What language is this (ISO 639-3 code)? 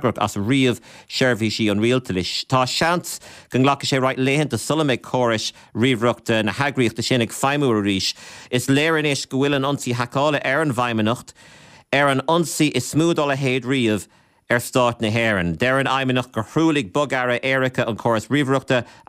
gle